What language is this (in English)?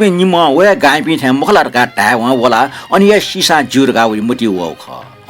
Newari